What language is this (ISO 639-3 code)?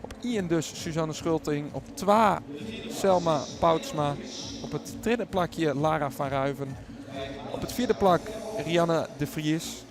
fry